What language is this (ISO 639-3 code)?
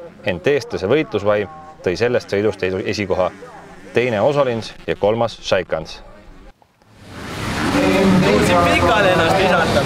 est